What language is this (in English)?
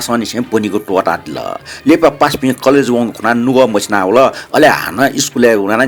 Newari